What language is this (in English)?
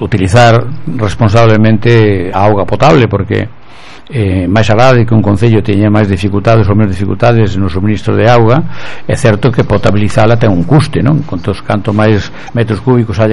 Galician